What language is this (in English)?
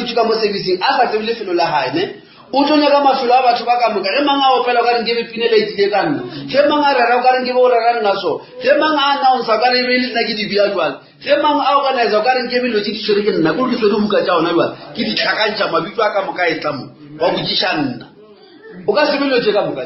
Northern Sotho